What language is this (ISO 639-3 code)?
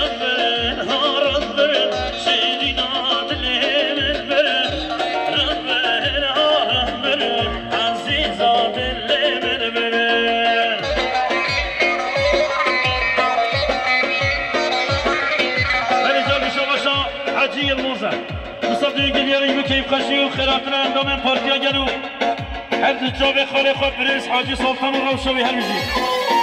fas